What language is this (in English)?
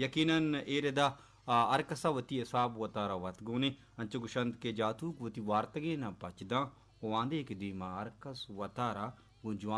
Baluchi